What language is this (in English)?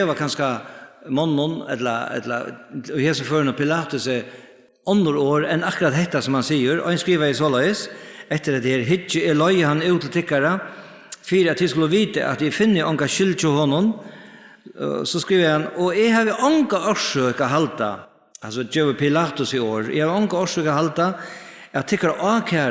Faroese